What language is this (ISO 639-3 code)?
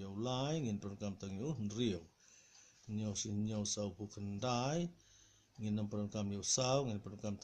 kha